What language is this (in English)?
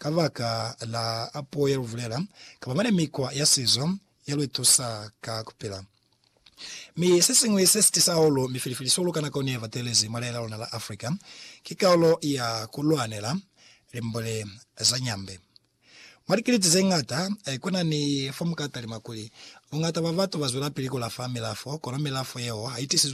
Lozi